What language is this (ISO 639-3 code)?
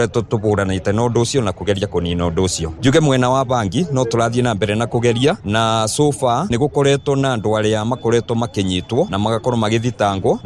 kik